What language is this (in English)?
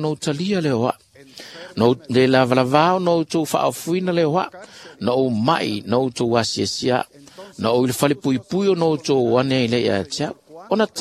Samoan